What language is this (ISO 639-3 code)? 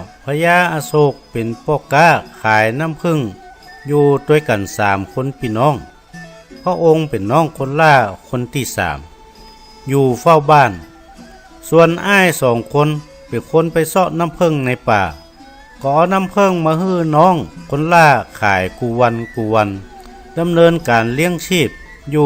nod